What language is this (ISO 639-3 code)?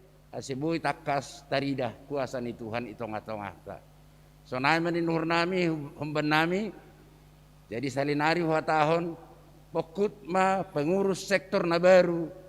bts